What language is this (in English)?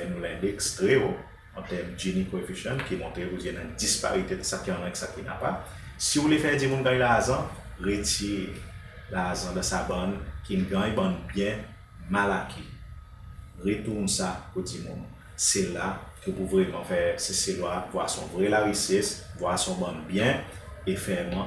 Seselwa Creole French